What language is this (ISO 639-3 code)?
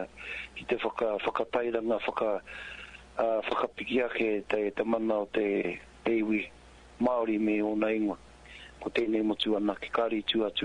mri